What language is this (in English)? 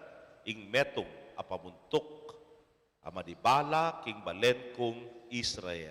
Pampanga